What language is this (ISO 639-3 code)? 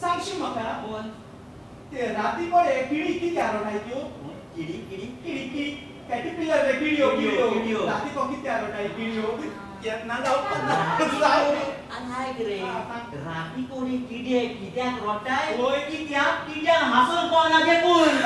kok